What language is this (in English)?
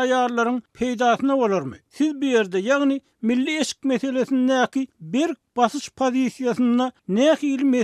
Turkmen